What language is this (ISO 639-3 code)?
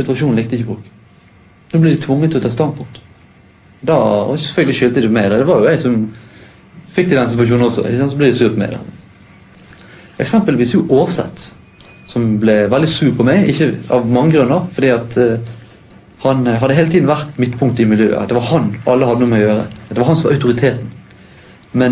nor